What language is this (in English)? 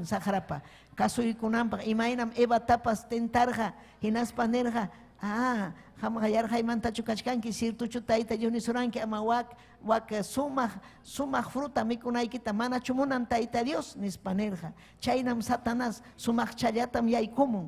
Ayacucho Quechua